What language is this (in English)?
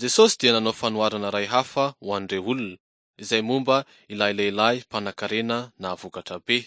Malagasy